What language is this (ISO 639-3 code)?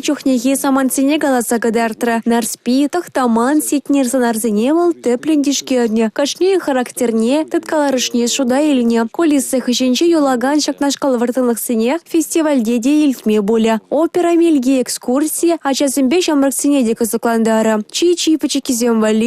chv